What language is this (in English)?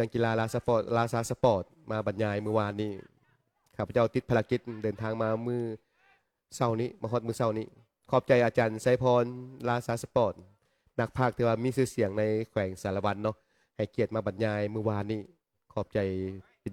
Lao